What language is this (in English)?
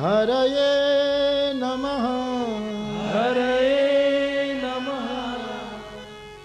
Gujarati